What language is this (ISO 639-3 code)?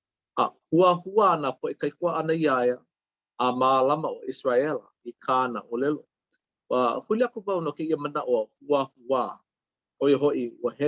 haw